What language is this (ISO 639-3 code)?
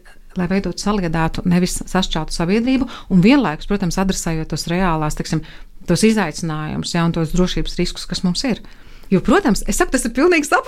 lav